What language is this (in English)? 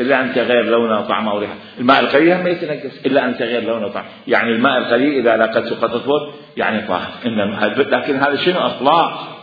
Mesopotamian Arabic